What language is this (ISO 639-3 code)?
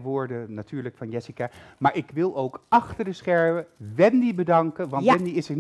nld